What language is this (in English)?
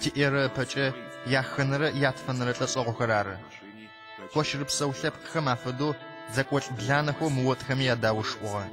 Adyghe